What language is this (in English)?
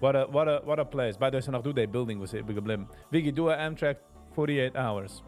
Yiddish